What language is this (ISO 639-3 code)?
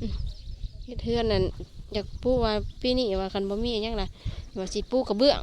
tts